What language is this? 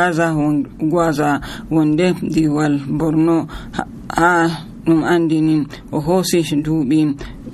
Nigerian Fulfulde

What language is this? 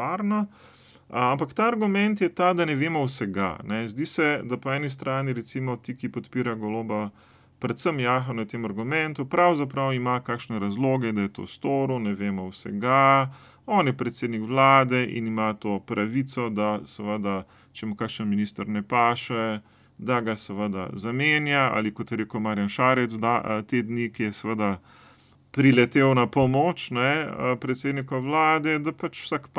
Slovenian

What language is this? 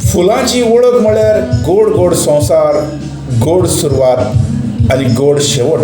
Konkani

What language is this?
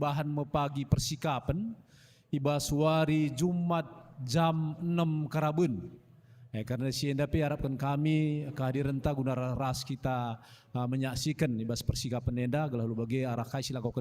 Batak Karo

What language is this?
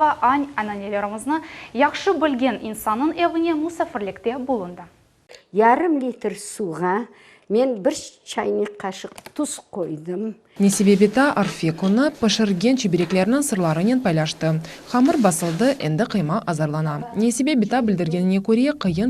Crimean Tatar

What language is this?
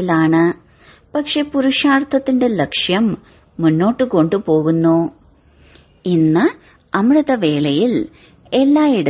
Malayalam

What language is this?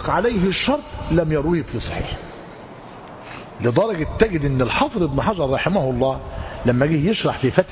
Arabic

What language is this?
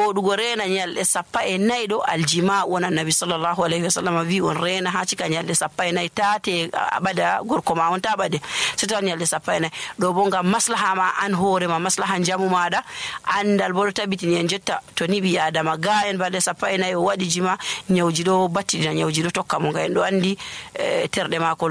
Nigerian Fulfulde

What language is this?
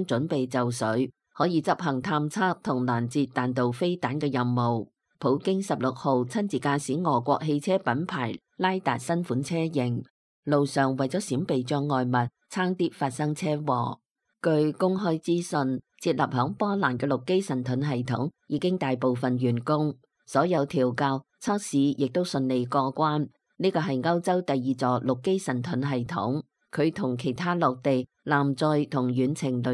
Cantonese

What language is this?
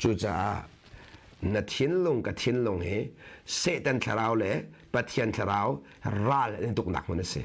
Hakha Chin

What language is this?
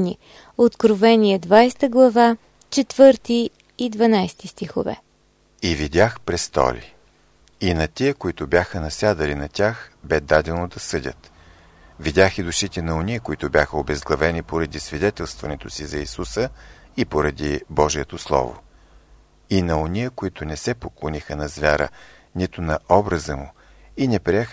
Bulgarian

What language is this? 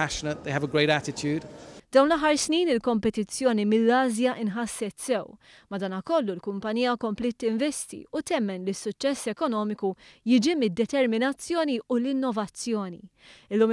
Maltese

